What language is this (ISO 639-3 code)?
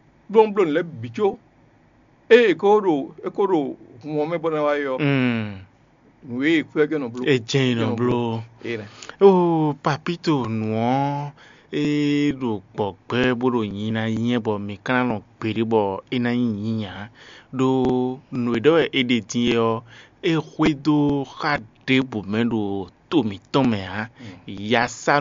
fon